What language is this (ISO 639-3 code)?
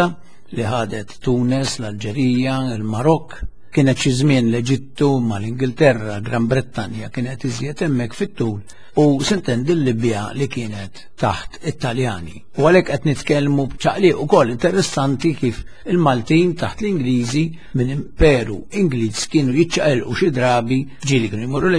mlt